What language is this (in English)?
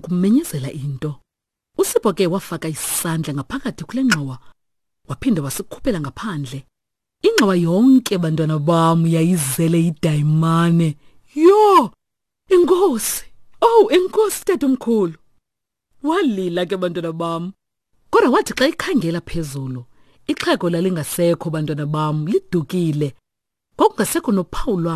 Xhosa